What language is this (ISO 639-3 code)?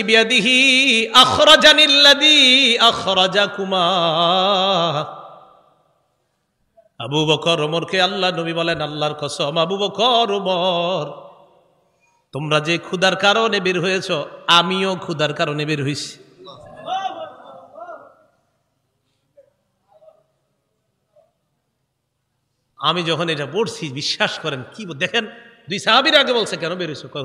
ben